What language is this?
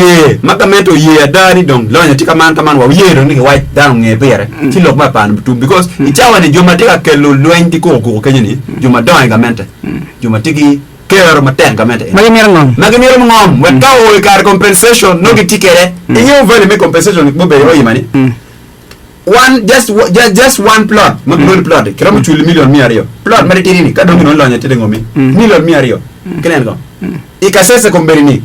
Acoli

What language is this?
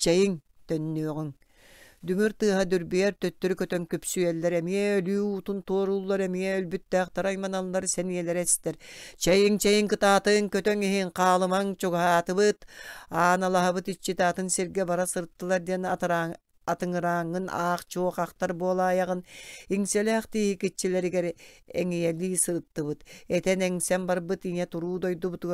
Yakut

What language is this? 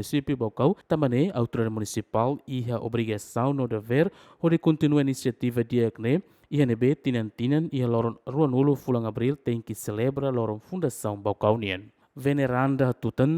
Tetum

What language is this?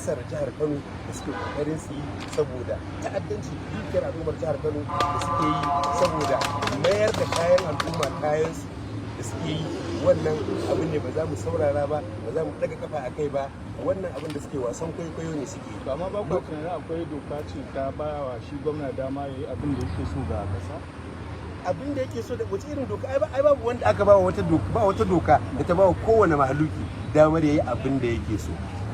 Hausa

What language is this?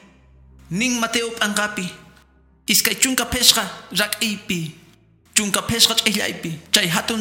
Quechua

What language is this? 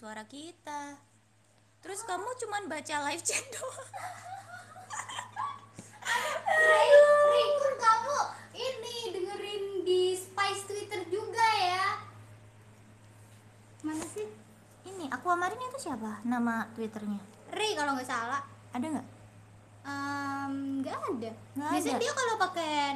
Indonesian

